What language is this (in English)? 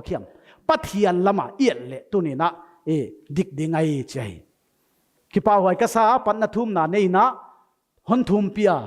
Paite Chin